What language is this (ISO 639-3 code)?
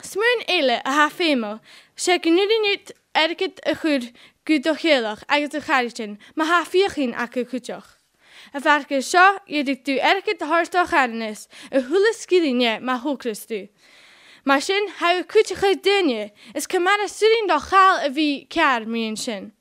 gla